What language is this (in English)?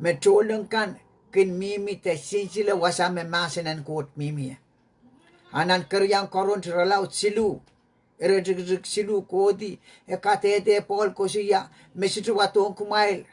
Pohnpeian